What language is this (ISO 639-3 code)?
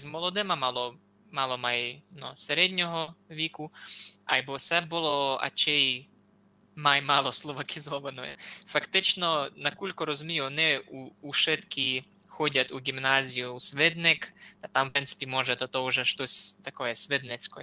rue